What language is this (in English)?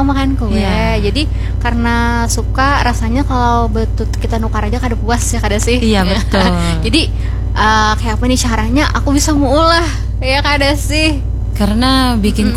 Banjar